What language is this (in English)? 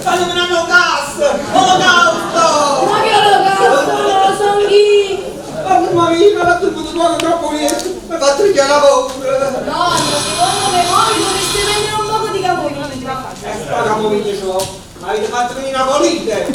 Neapolitan